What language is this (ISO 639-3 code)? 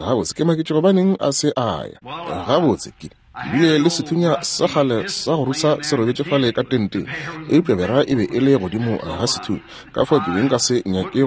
nso